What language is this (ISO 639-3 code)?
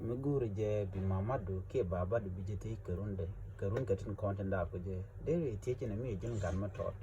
nus